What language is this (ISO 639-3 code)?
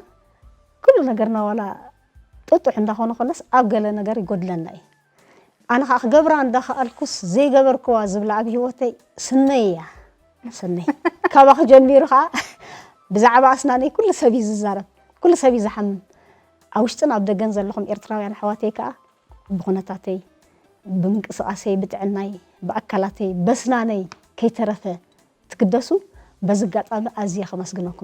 tir